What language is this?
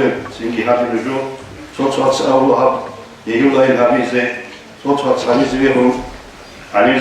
Avaric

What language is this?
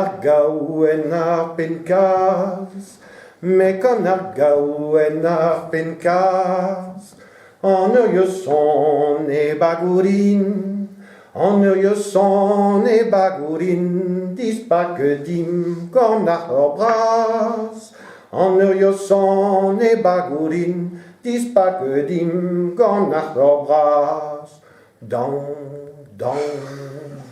Breton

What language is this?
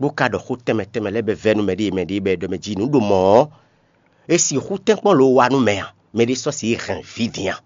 Fon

